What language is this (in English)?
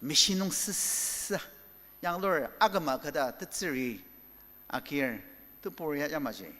Ao Naga